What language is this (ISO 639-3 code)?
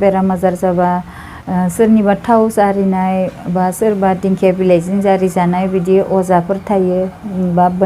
brx